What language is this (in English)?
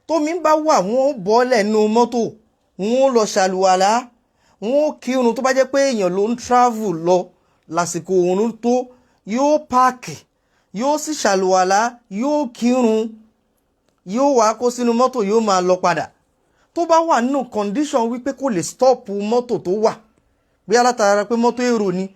Yoruba